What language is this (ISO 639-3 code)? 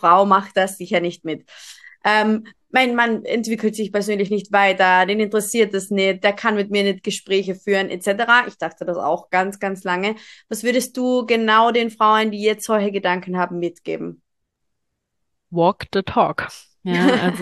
deu